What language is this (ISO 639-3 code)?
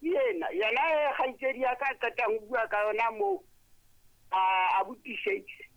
sot